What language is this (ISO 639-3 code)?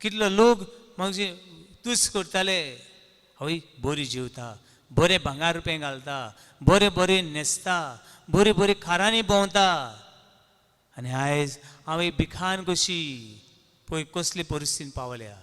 kok